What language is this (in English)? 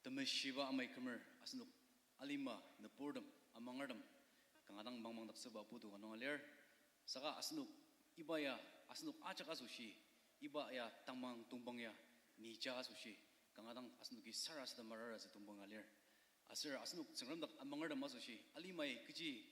Ao Naga